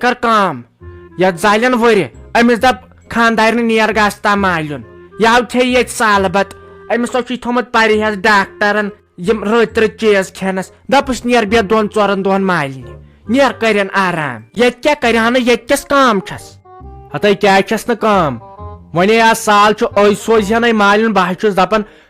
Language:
Kashmiri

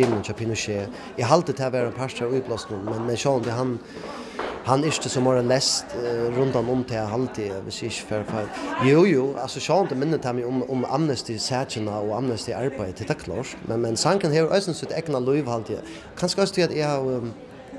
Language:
Faroese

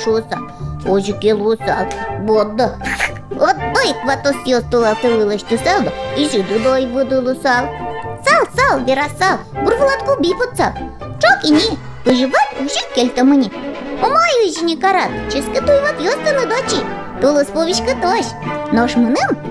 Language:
Udmurt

